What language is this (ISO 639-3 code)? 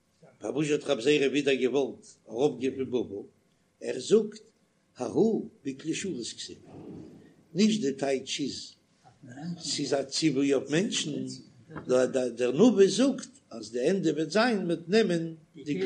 yid